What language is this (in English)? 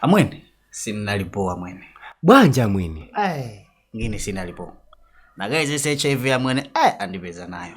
Nyanja